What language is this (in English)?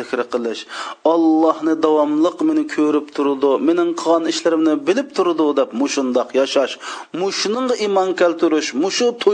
Uyghur